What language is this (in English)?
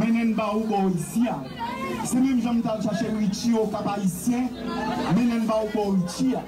Haitian Creole